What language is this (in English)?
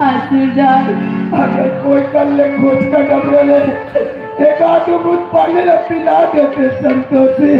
Chhattisgarhi